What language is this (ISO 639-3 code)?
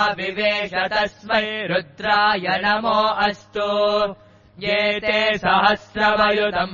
san